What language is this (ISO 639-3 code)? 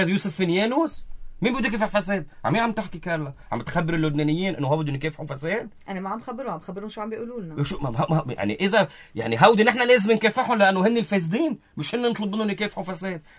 apc